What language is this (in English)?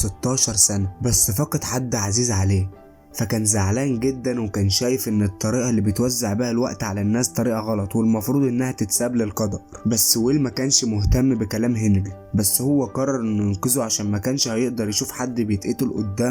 Egyptian Arabic